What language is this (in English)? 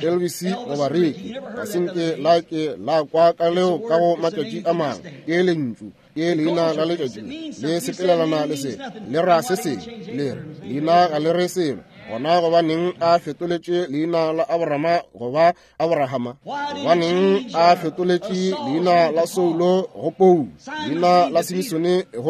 Northern Sotho